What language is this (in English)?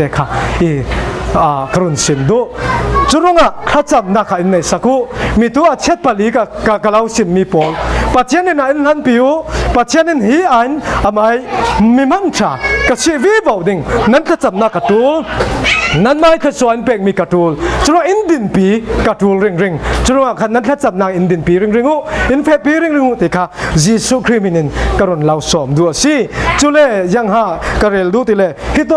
Falam Chin